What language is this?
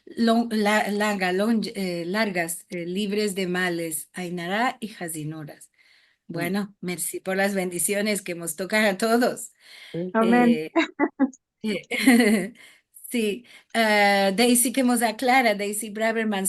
Ladino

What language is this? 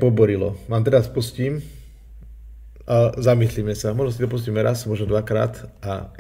Slovak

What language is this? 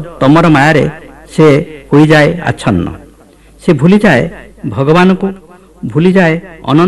Odia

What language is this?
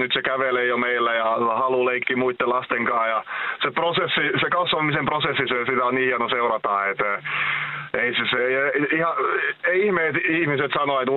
Finnish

